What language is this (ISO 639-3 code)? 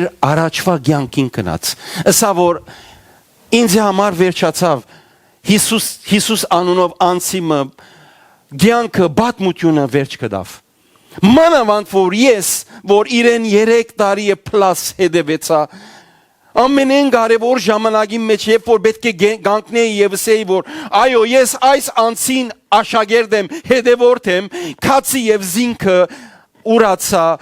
hyw